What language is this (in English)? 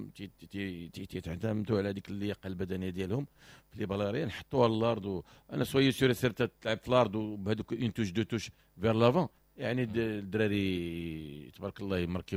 Moroccan Arabic